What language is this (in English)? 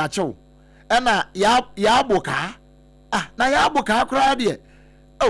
Akan